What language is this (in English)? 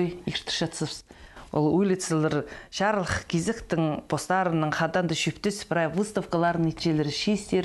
Khakas